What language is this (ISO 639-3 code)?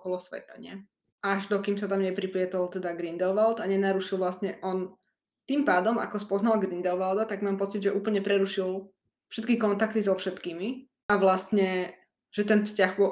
slk